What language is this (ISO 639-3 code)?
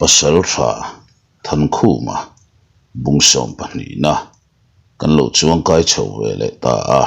lus